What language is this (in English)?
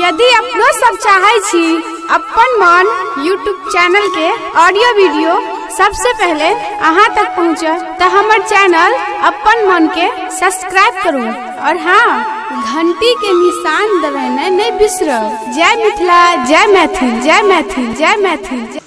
Maithili